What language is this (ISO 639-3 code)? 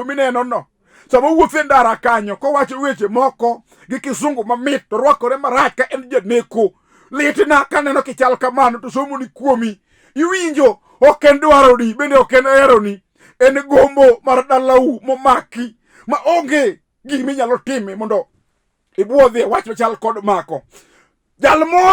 luo